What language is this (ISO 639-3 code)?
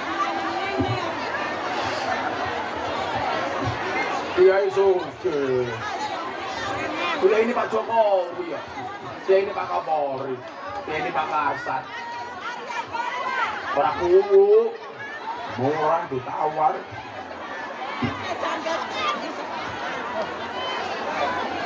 jav